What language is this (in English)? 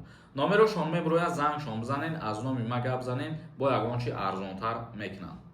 Tajik